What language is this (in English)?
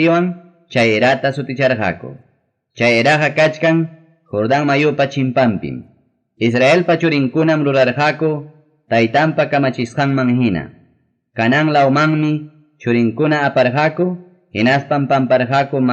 Ayacucho Quechua